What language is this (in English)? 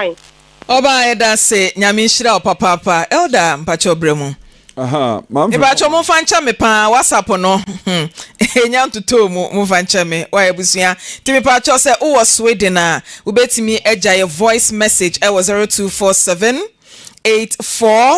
Akan